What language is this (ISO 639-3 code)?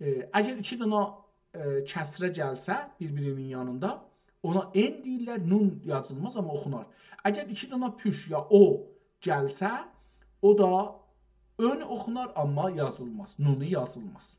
azb